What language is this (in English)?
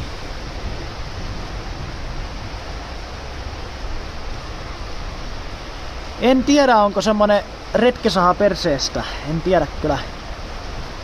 Finnish